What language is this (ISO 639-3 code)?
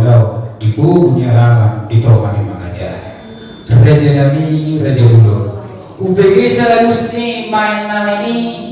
bbc